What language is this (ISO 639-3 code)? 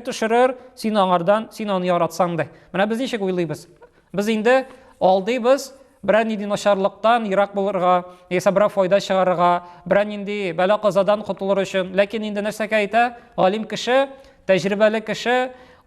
tat